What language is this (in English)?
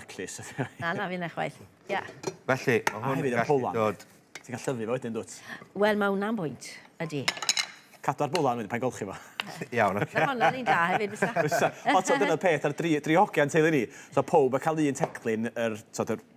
Welsh